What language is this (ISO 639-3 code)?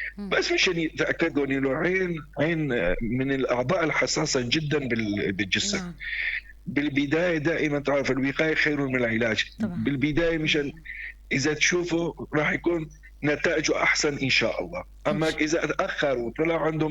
apc